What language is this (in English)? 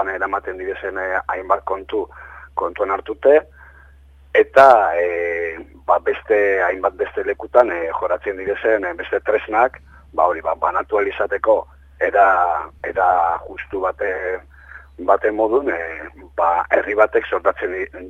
Basque